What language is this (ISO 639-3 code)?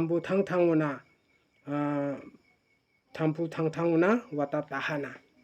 grt